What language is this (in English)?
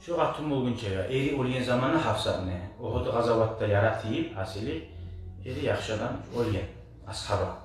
Kumyk